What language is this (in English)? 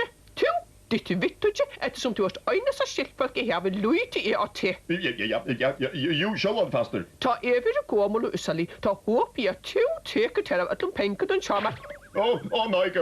Faroese